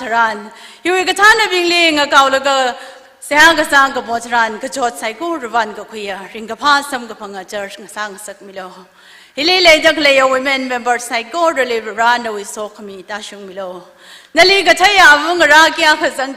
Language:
Tangkhul Naga (India)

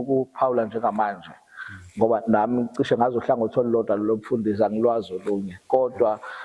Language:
Zulu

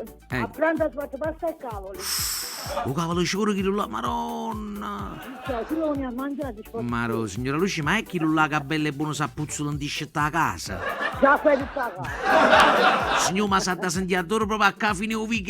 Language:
Neapolitan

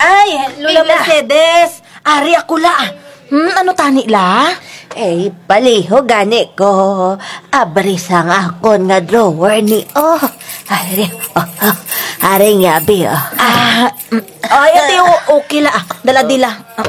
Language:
Kinaray-a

